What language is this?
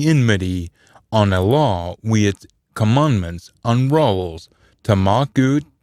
Scots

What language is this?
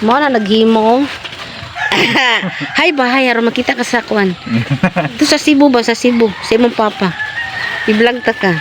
Cebuano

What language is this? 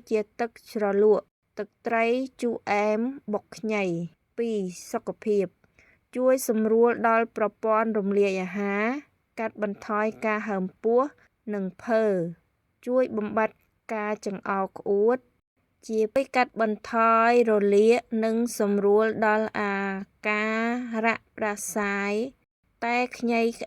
Khmer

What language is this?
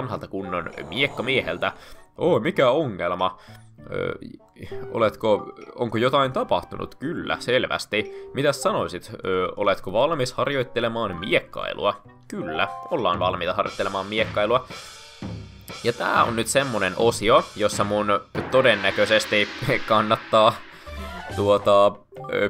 Finnish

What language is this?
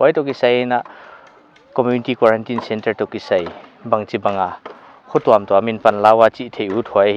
Paite Chin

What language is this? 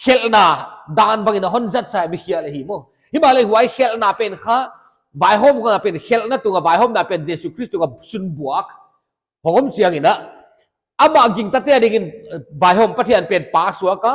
Paite Chin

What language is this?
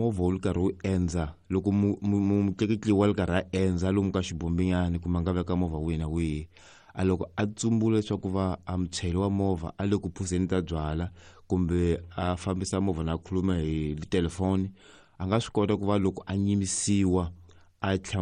Tsonga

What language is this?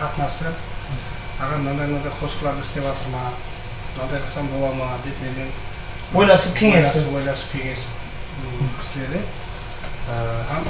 Kara-Kalpak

